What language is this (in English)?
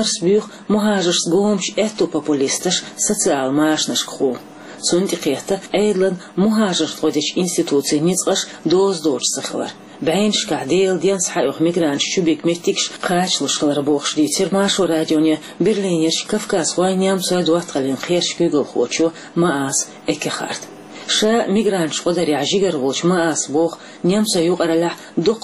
Chechen